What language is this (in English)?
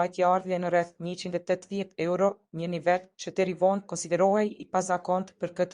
Albanian